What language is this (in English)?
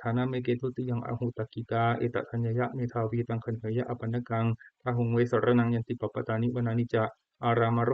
Pali